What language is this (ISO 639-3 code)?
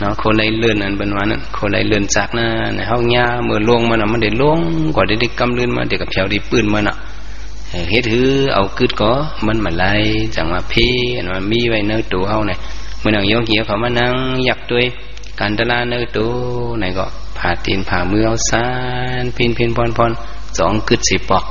shn